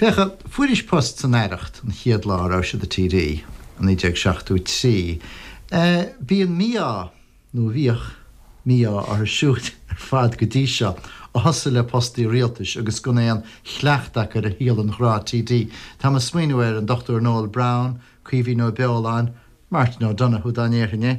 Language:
Irish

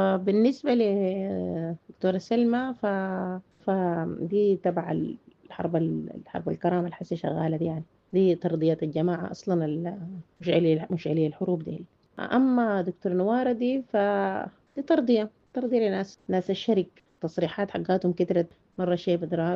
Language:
Sudanese Arabic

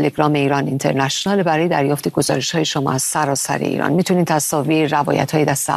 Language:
Persian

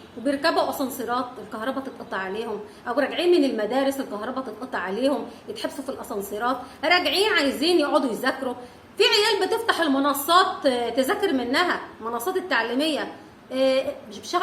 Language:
Egyptian Arabic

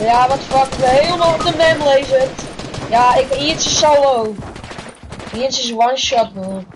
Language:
Western Frisian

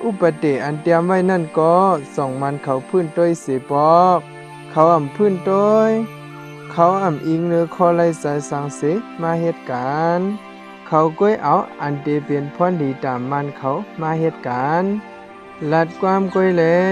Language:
Shan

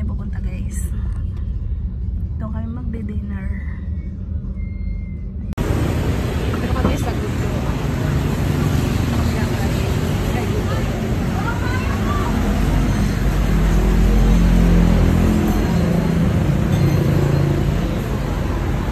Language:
Filipino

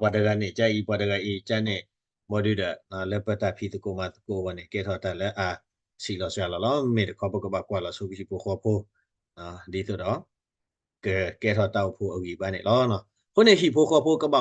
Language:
S'gaw Karen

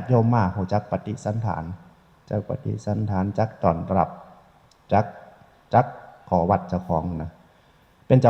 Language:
Northeastern Thai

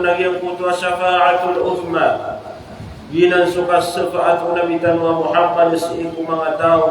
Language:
Maranao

